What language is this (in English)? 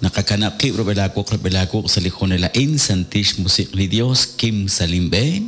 Kekchí